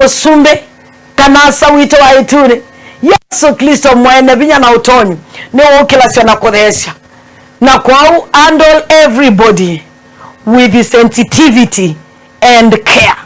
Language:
Kamba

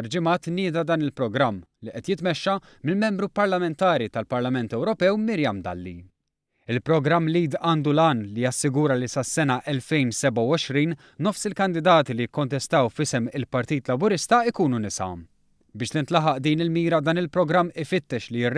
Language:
Maltese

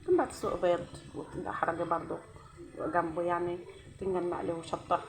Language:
Egyptian Arabic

